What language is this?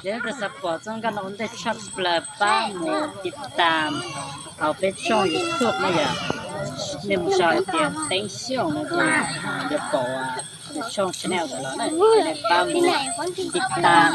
Hmong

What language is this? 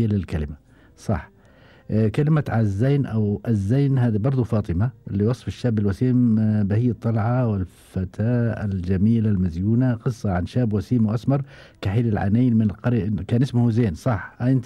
Gulf Arabic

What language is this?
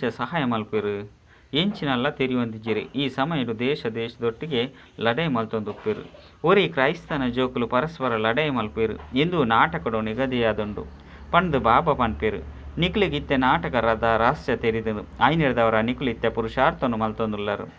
Tulu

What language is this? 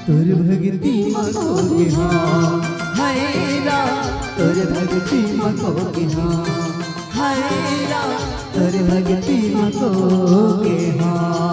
Chhattisgarhi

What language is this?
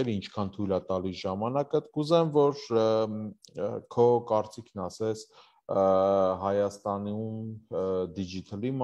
Armenian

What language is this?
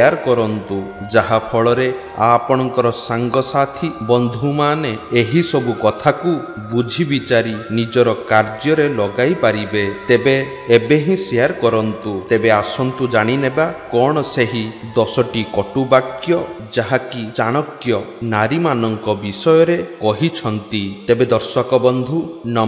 Odia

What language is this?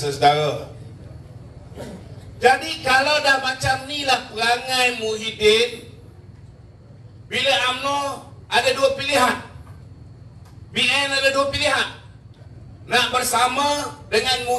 Malay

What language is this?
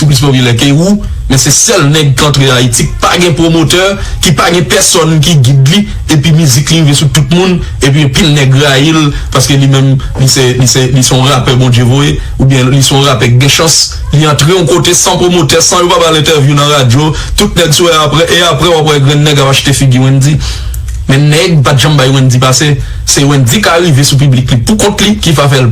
Haitian Creole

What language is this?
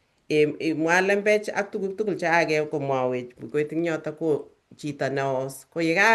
Kalenjin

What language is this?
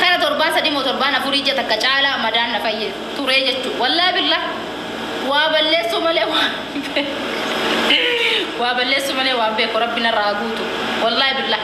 Oromo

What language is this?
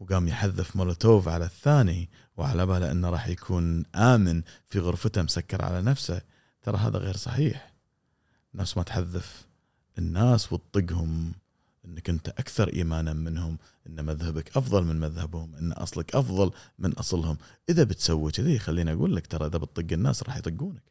Gulf Arabic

